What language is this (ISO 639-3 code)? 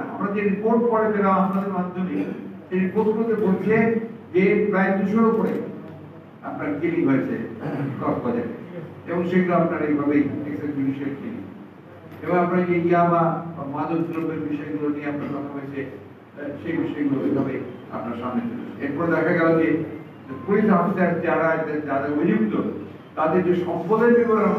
ben